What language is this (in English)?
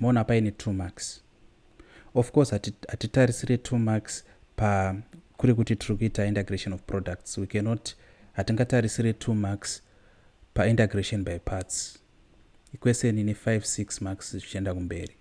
Shona